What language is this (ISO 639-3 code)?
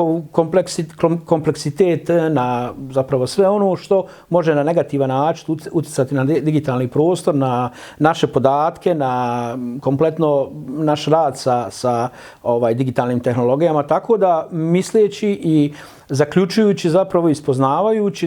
bos